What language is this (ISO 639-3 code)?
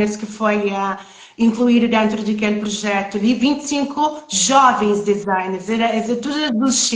kea